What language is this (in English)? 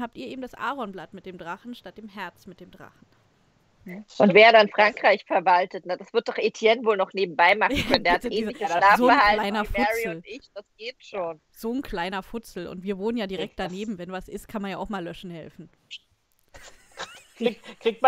German